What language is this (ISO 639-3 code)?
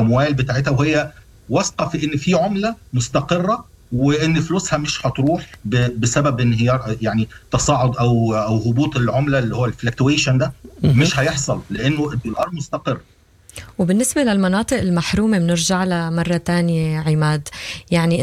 apd